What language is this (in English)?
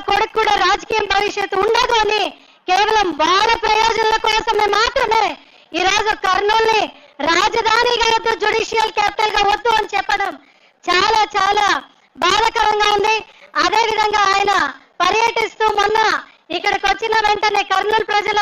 Telugu